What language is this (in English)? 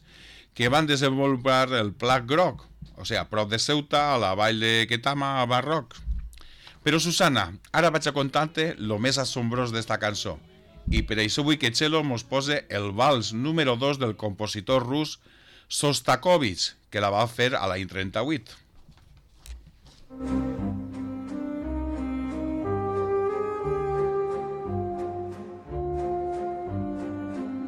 Catalan